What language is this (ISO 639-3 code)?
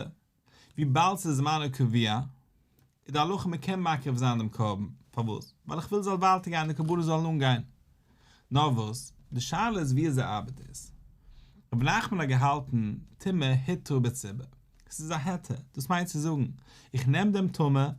yid